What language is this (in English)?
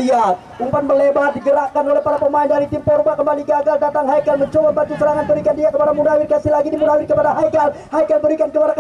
Indonesian